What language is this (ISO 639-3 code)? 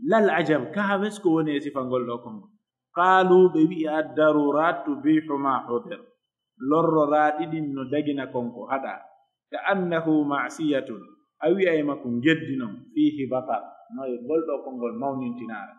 fuf